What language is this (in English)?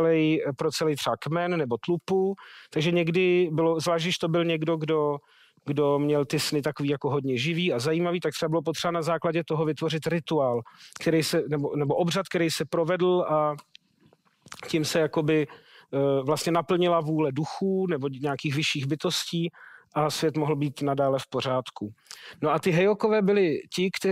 Czech